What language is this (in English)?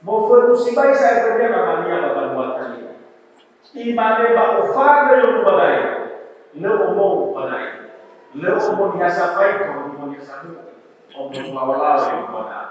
Nias